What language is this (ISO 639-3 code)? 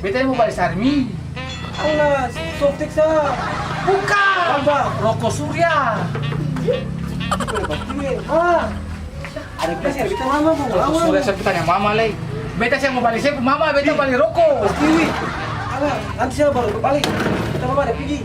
abs